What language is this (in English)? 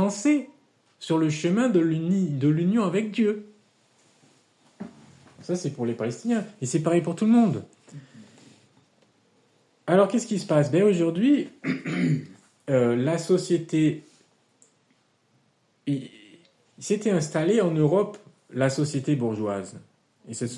French